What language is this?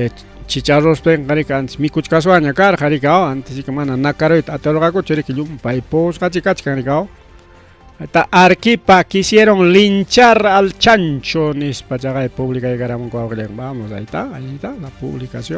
Ayacucho Quechua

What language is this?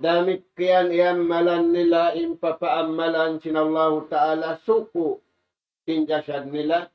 Tausug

